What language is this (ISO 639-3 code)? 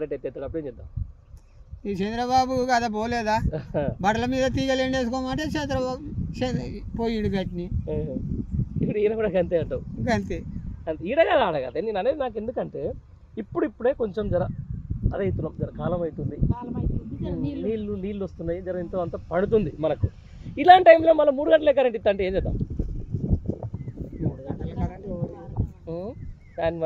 tel